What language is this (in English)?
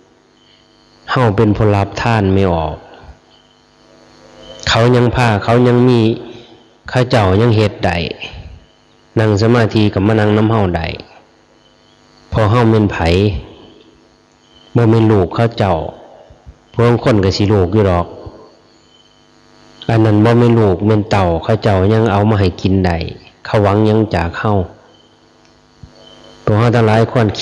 Lao